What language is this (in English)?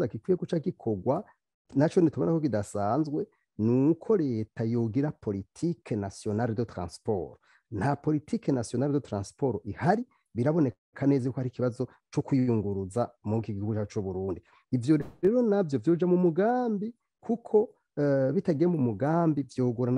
Rundi